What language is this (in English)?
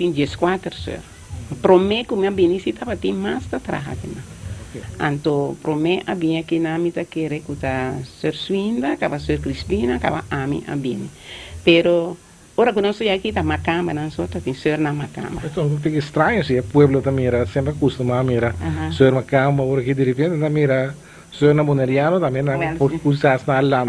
Papiamento